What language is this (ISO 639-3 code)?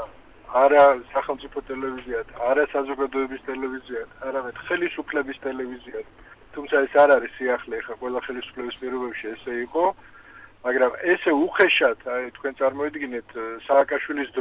kat